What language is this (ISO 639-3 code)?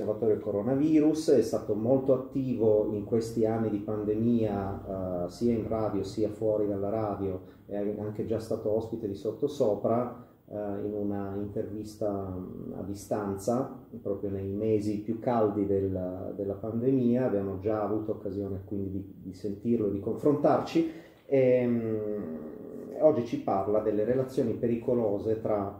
ita